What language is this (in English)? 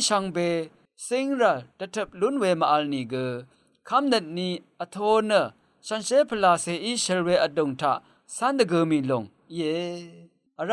Rawang